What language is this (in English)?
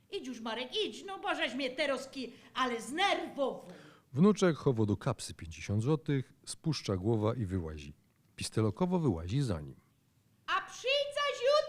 Silesian